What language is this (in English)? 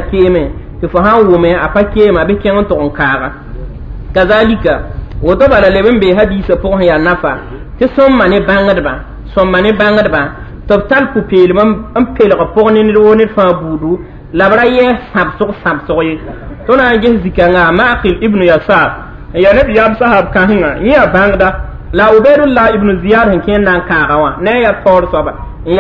Mossi